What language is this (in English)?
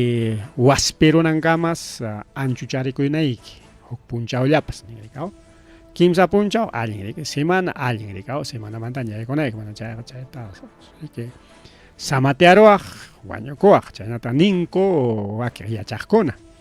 Ayacucho Quechua